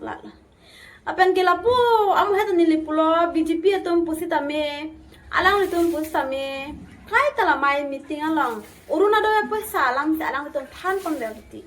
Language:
Karbi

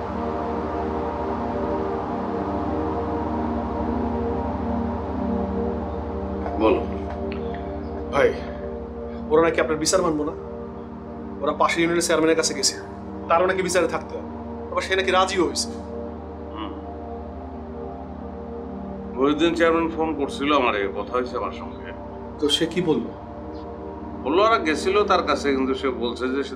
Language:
Bangla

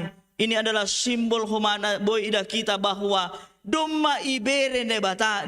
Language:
Batak Simalungun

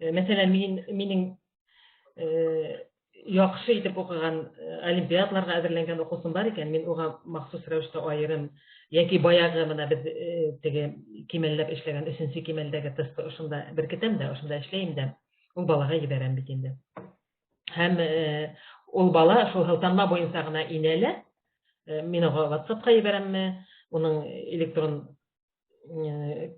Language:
Bashkir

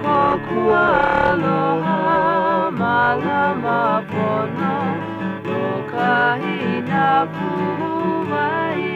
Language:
Hawaiian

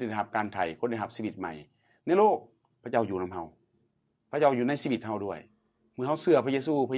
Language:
Lao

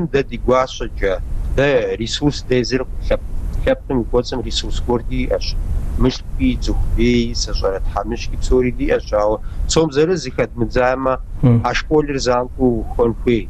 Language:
Kabardian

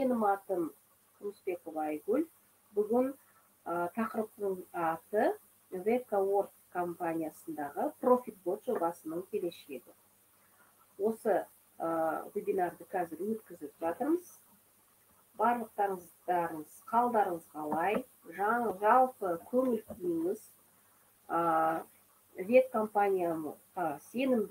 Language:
Kazakh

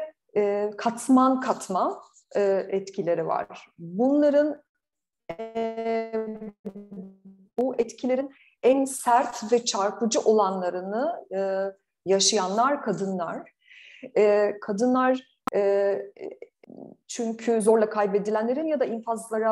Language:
Turkish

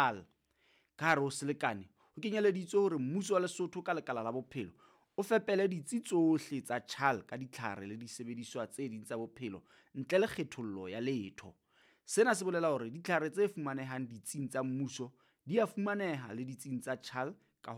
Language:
Southern Sotho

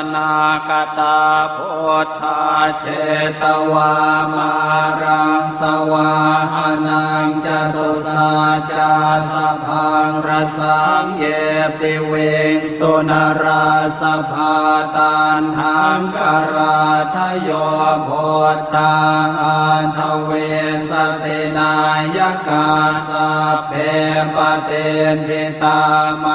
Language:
Pali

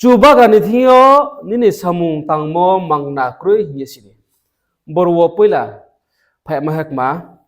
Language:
Riang (India)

